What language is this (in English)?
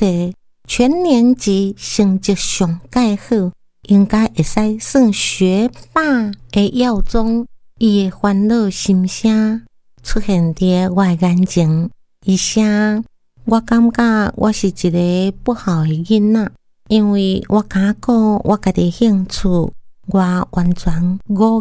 Min Nan Chinese